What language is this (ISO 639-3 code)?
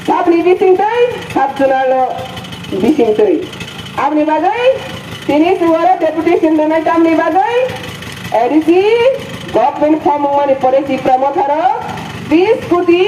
trp